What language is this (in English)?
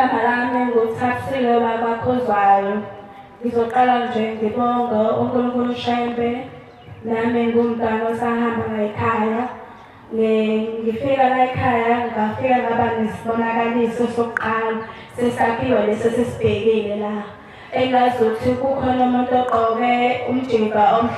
Zulu